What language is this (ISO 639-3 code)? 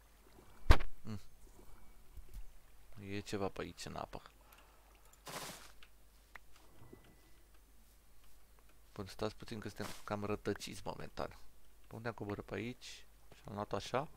ron